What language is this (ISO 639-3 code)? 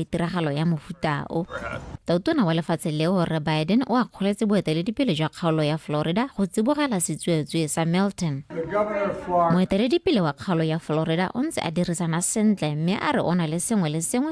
tsn